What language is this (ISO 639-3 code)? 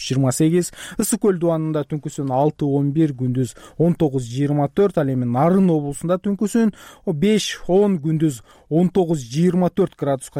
kir